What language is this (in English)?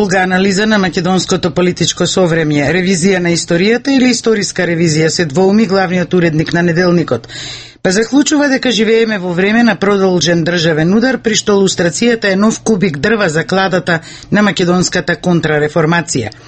Macedonian